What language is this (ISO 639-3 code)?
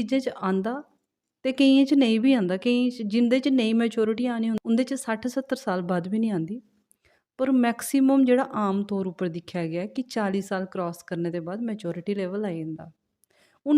doi